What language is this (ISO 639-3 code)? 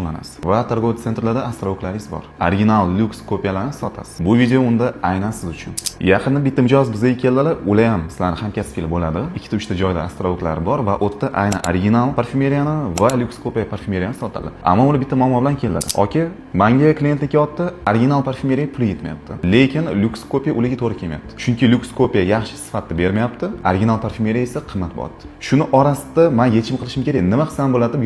uzb